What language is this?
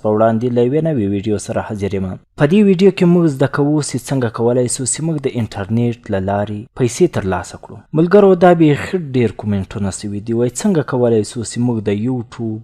Pashto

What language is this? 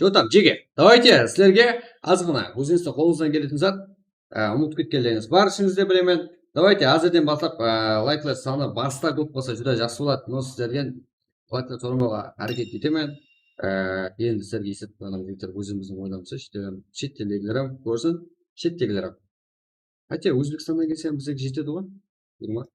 Kara-Kalpak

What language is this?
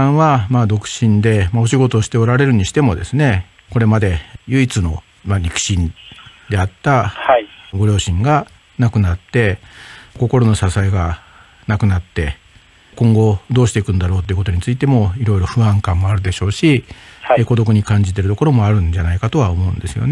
Japanese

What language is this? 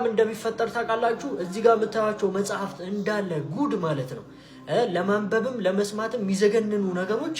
Amharic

